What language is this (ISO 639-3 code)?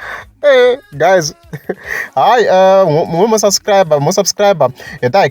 tso